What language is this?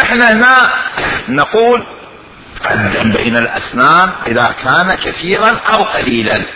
Mesopotamian Arabic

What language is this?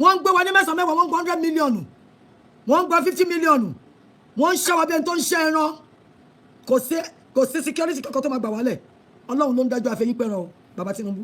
Yoruba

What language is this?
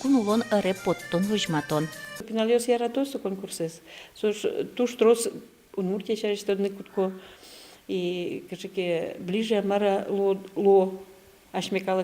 Udmurt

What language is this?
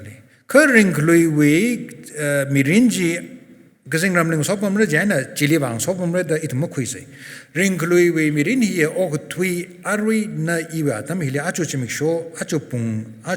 Tangkhul Naga (India)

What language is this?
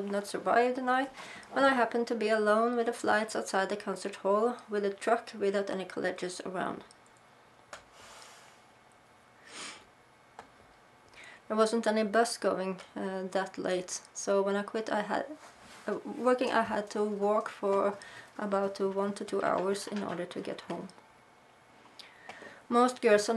English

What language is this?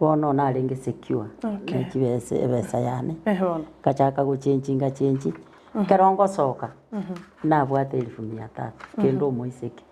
Gusii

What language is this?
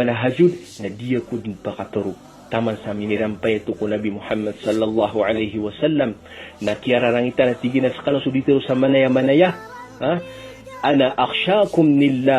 Maranao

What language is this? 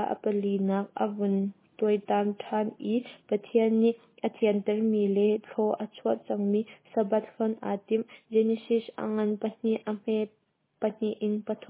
Hakha Chin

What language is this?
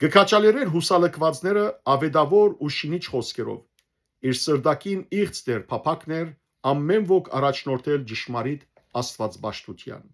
Western Armenian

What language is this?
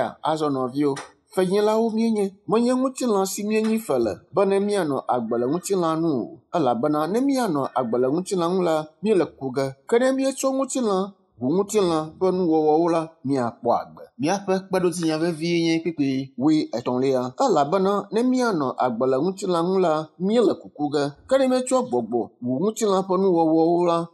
Ewe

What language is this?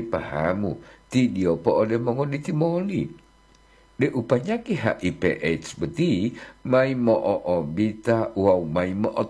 Gorontalo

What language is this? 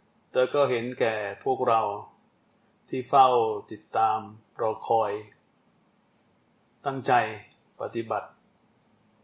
Thai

